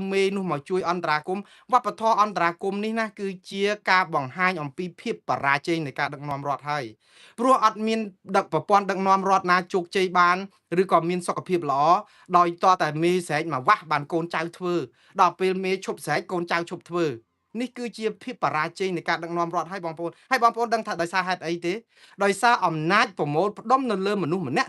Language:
Khmer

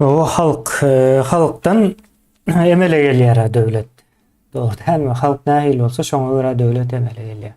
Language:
Turkmen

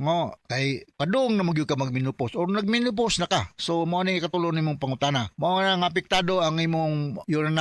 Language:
Cebuano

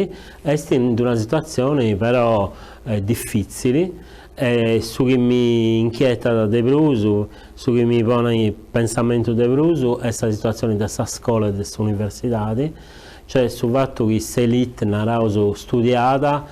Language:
Sardinian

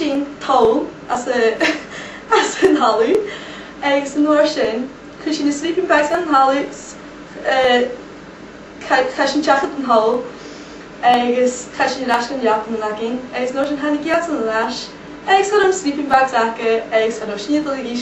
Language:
Scottish Gaelic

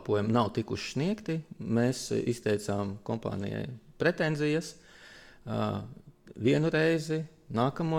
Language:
Latvian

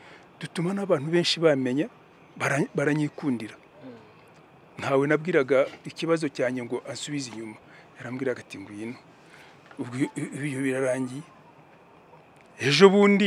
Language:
Kinyarwanda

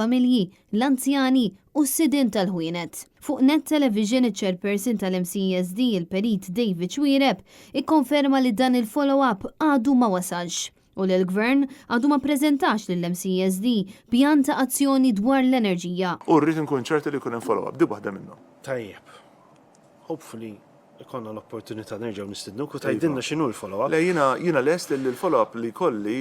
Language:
Maltese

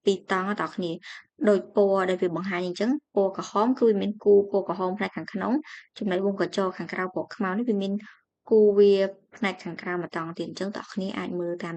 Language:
Khmer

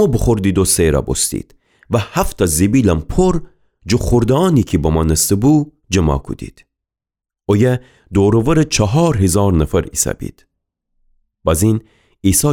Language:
Gilaki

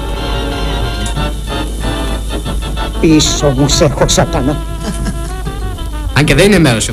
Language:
Greek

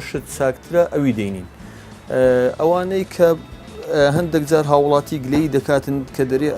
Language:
Central Kurdish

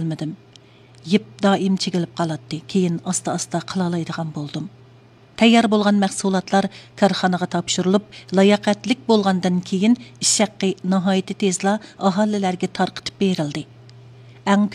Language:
Uyghur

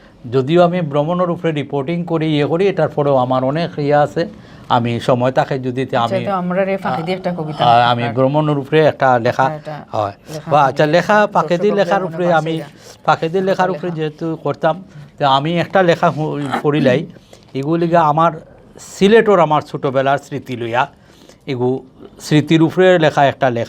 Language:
Sylheti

